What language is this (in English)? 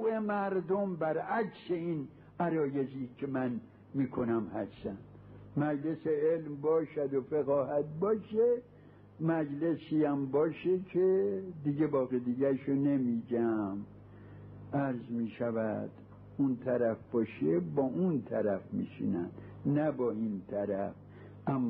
Persian